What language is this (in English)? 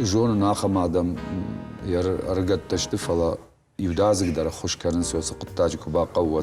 Ossetic